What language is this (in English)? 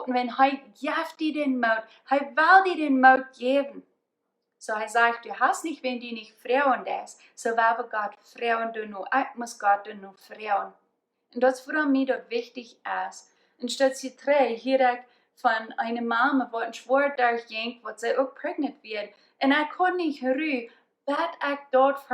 Plautdietsch